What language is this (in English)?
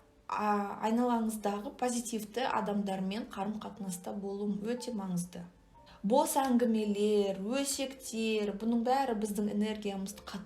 Kazakh